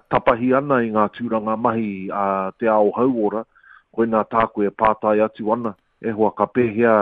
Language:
Māori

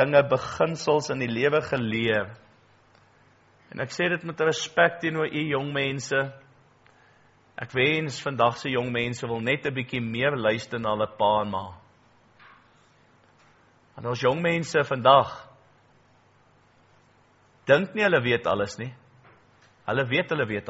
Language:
Afrikaans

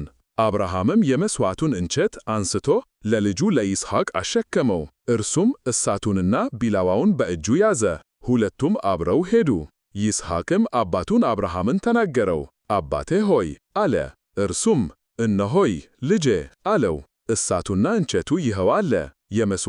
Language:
Amharic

